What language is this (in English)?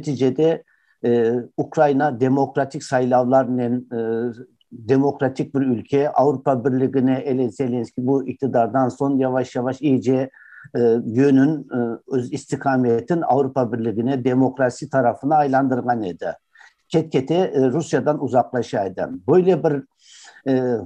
Crimean Tatar